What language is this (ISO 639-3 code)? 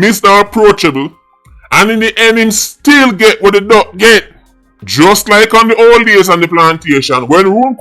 jam